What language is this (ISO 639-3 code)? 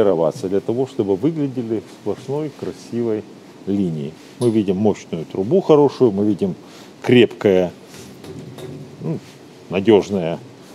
rus